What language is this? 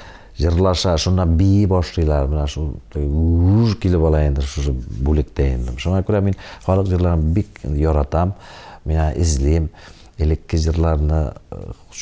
Tatar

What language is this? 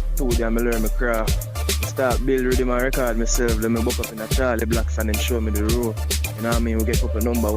Jamaican Creole English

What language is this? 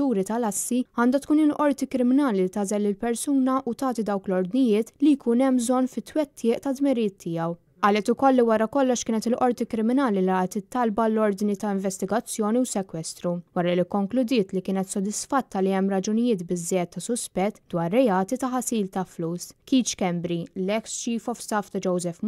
Maltese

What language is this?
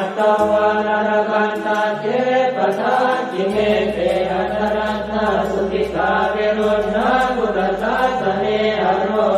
Pali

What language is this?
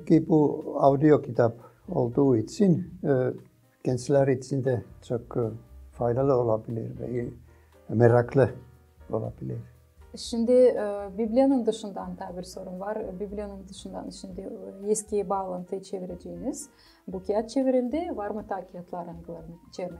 Gagauz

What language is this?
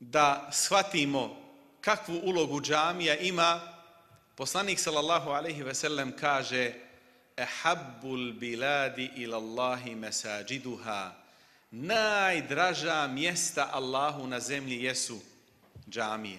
Bosnian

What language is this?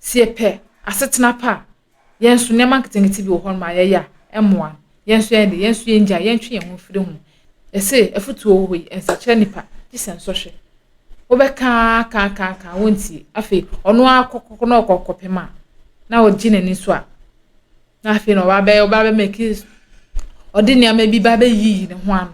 Akan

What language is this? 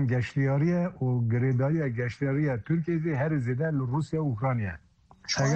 Kurdish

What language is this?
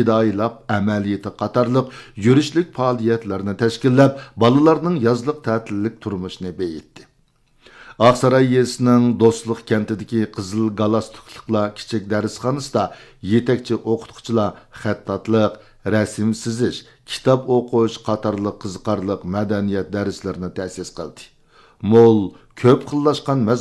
Uyghur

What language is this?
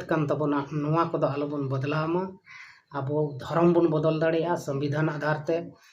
Santali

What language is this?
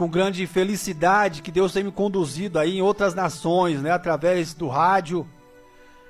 Portuguese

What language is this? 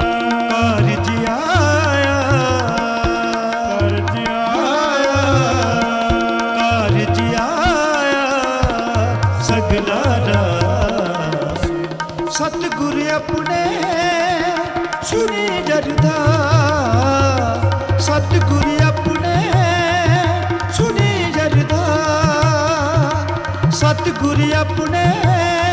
Punjabi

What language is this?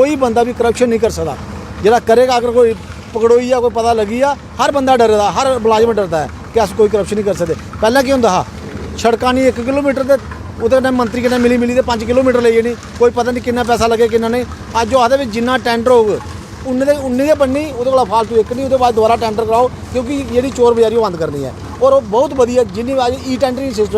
Dogri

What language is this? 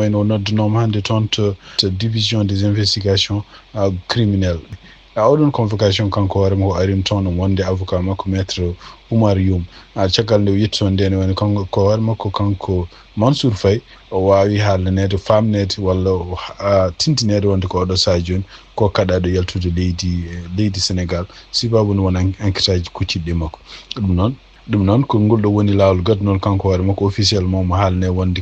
Fula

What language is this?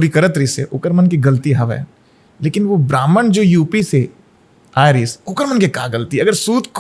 Chhattisgarhi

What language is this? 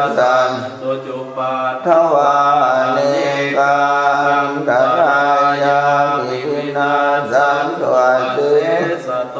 Pali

